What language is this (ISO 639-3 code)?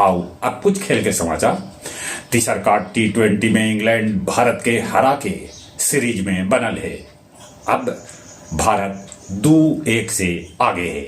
mag